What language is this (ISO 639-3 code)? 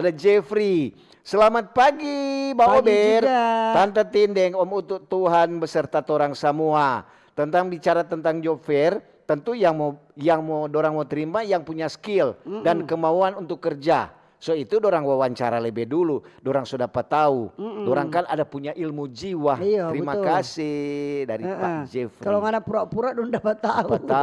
xmm